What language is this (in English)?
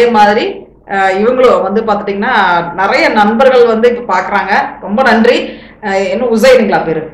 Tamil